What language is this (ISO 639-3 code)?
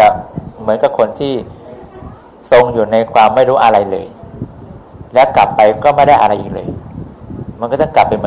tha